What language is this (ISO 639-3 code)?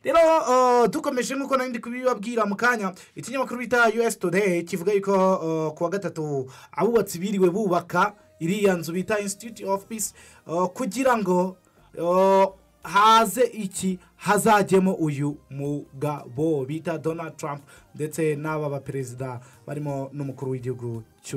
kin